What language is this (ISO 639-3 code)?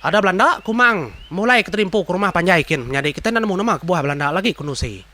iba